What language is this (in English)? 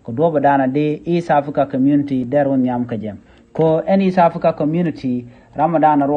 Nuer